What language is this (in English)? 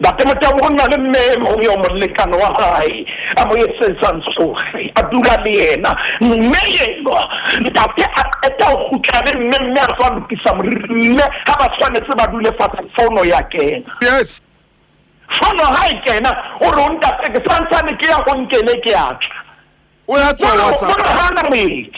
Southern Sotho